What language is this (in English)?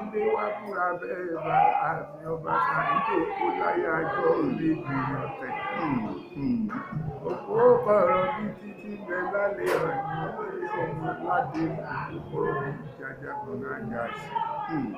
Yoruba